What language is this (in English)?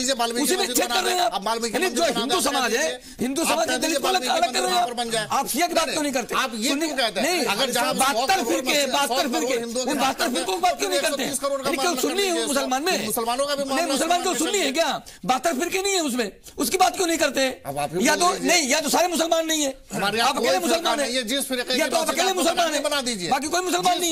Hindi